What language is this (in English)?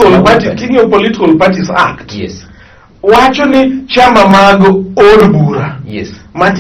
Luo (Kenya and Tanzania)